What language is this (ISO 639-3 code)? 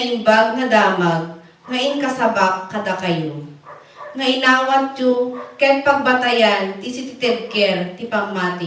ilo